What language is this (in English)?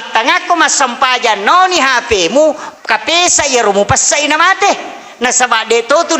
Buginese